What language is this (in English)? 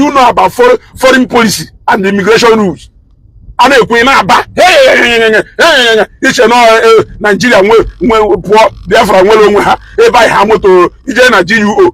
Igbo